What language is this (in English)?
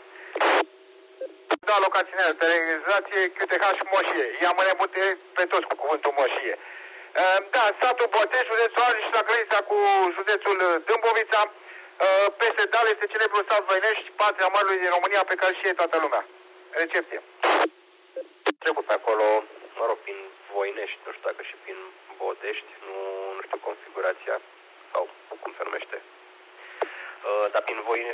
Romanian